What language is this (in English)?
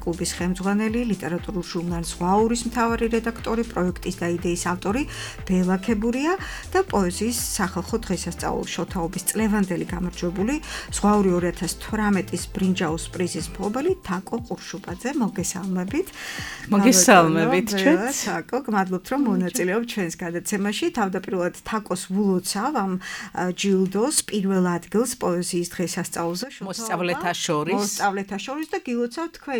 Georgian